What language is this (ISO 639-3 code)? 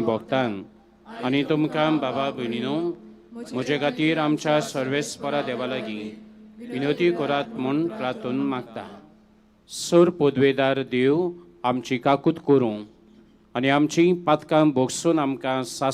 kok